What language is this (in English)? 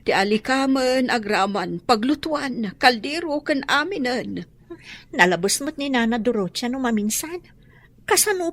Iloko